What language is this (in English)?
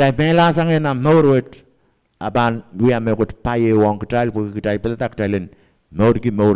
Pohnpeian